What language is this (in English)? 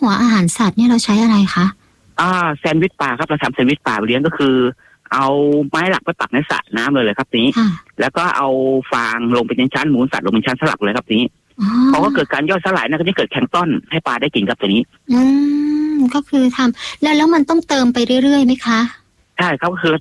Thai